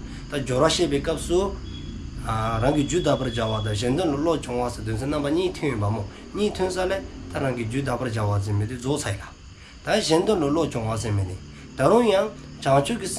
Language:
Dzongkha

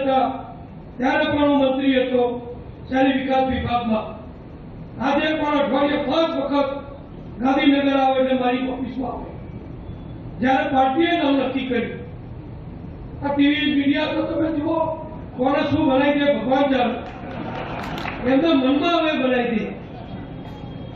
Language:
Gujarati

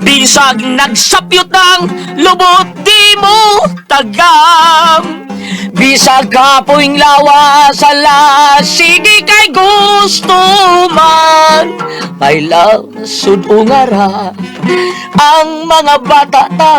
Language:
Cebuano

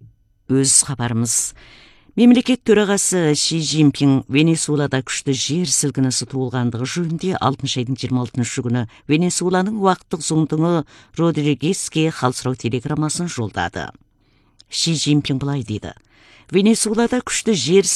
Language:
Kazakh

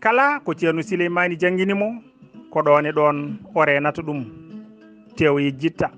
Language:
Fula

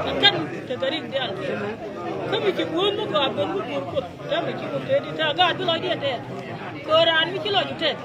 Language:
Nuer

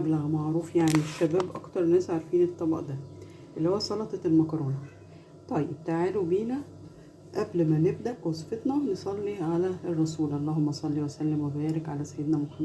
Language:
Egyptian Arabic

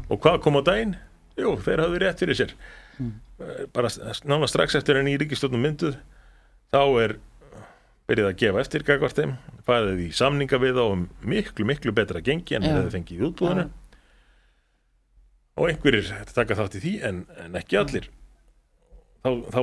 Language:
Icelandic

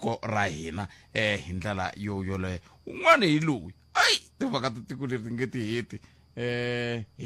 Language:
Tsonga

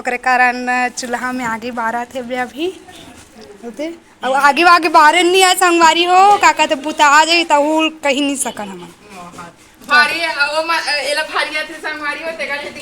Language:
Chhattisgarhi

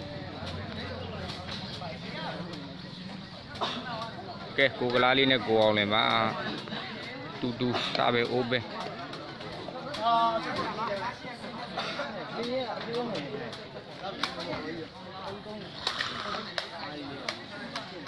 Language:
Burmese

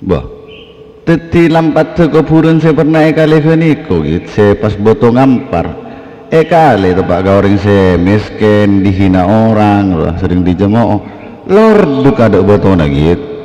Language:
Madurese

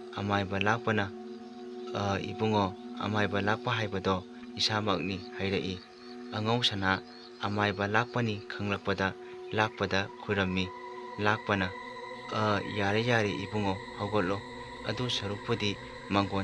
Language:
Manipuri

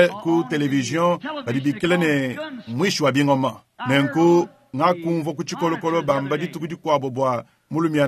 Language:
Luba-Lulua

